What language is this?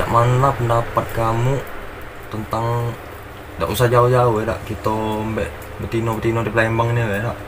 Musi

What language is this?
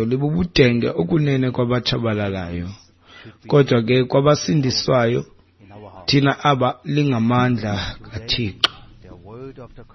Xhosa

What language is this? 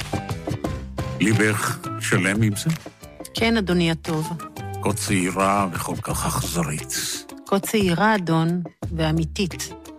Hebrew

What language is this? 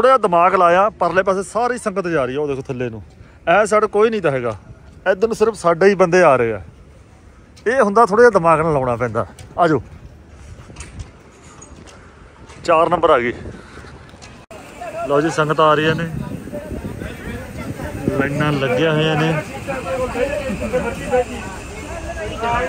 Punjabi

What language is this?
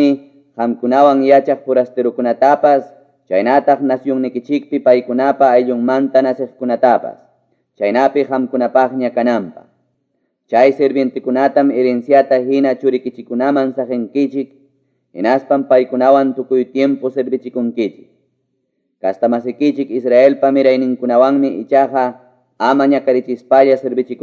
Quechua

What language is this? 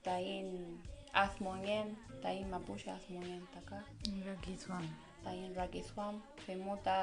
Mapuche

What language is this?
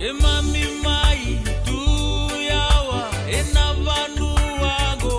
Fijian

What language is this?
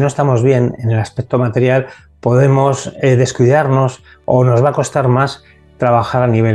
Spanish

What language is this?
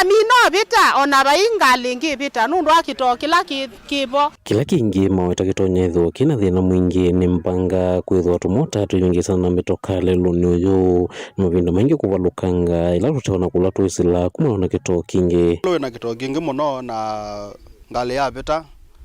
Kamba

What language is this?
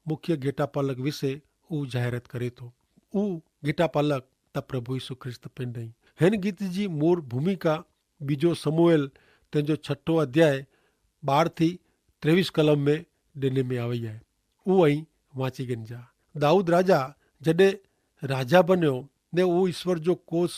Kachhi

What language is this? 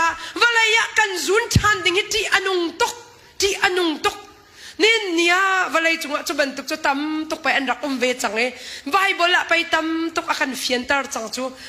Hakha Chin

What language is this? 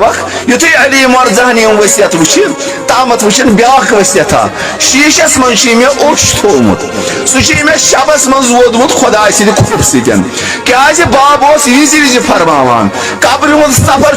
Kashmiri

